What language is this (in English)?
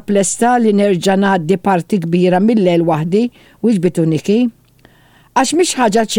Maltese